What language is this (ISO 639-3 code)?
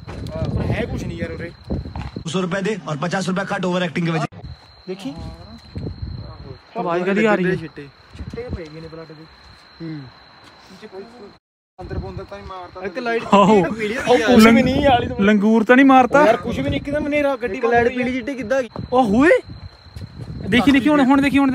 pan